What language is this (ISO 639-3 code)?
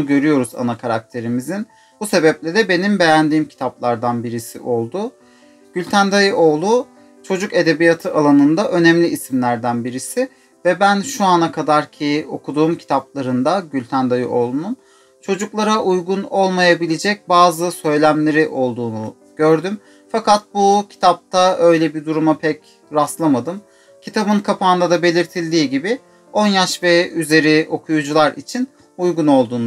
tur